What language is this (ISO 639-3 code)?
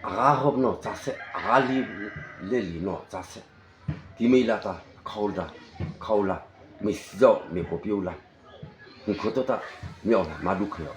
mrh